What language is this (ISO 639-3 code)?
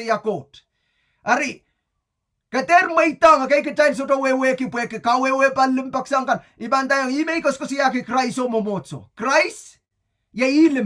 pon